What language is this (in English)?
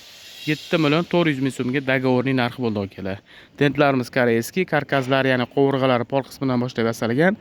Uzbek